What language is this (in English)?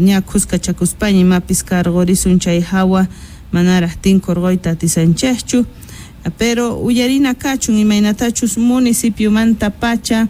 South Bolivian Quechua